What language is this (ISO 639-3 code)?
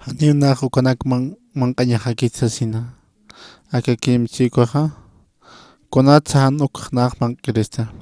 aym